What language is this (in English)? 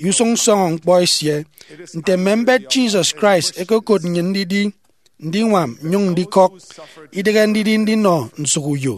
Efik